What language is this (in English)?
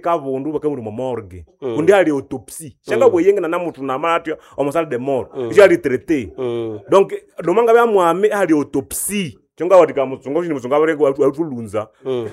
Nande